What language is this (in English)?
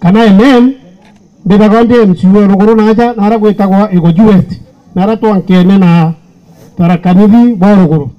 Meru